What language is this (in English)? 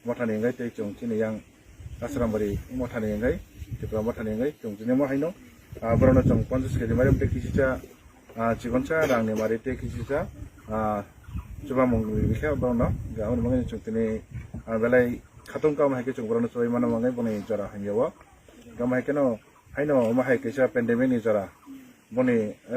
Kok Borok